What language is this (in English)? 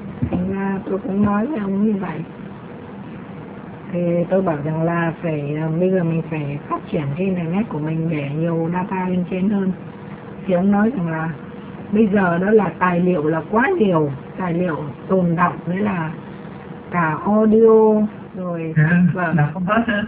Vietnamese